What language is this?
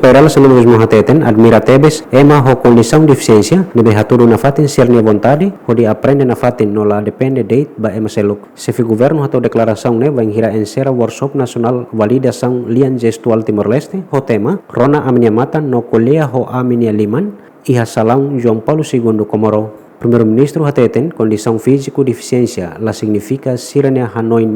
Tetum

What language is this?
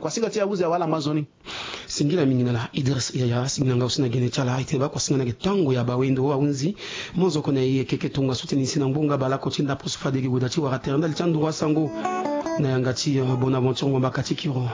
Sango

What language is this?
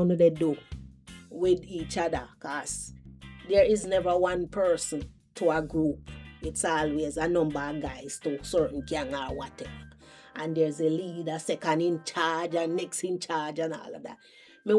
Jamaican Creole English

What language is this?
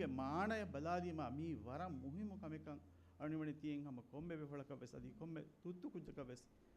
Divehi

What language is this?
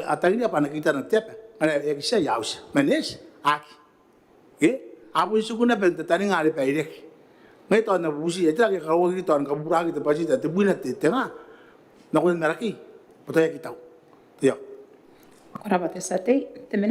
Gilbertese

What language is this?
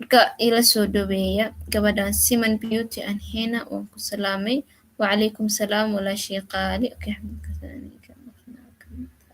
Somali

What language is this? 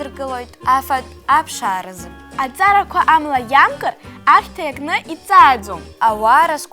Abkhazian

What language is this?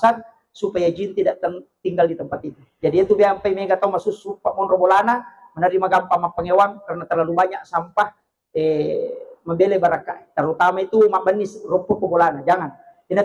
Buginese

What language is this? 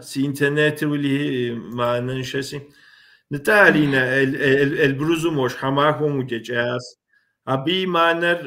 Kabardian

